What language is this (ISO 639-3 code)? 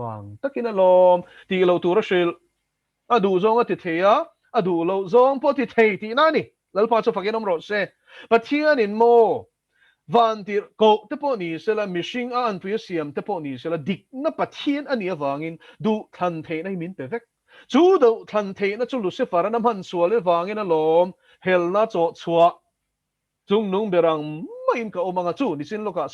lus